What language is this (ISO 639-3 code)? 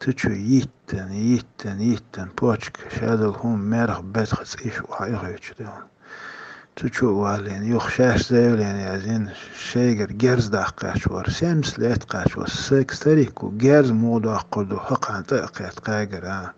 che